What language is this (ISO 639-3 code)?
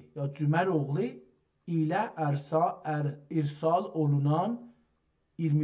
azb